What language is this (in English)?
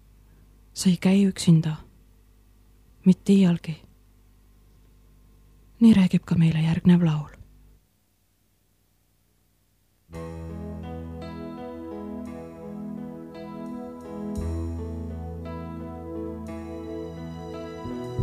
Estonian